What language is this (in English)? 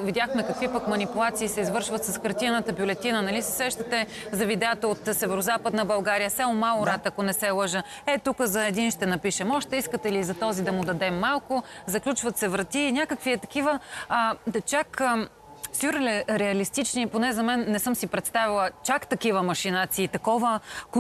Bulgarian